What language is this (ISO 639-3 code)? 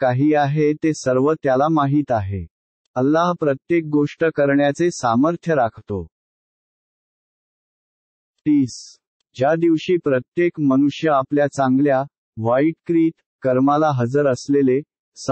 mar